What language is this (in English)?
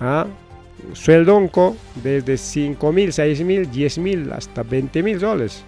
Ayacucho Quechua